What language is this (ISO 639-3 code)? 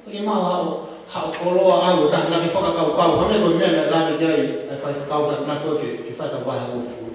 ton